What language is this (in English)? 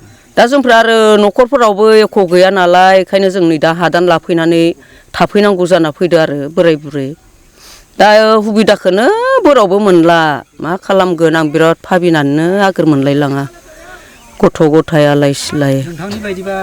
Bodo